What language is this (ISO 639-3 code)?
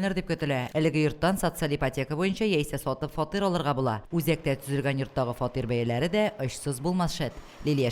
tat